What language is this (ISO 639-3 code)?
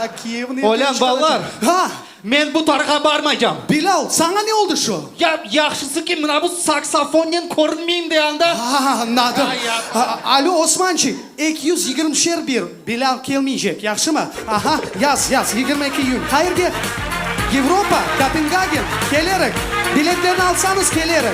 crh